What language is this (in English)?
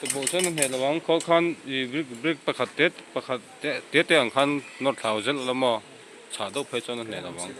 Mizo